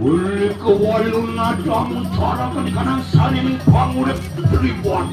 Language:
Balinese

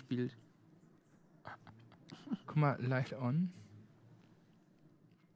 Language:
German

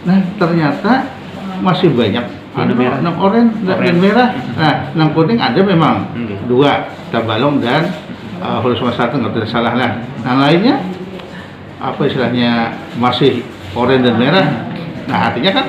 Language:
Banjar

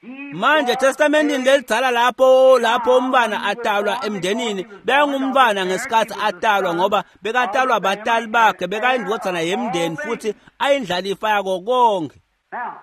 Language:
Swati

